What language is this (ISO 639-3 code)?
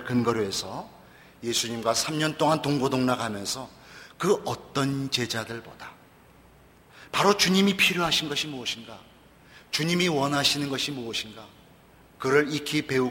kor